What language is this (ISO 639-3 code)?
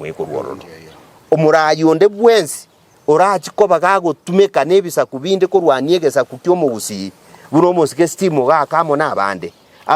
guz